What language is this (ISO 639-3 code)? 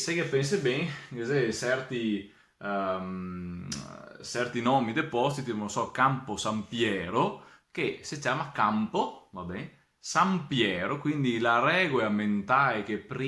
vec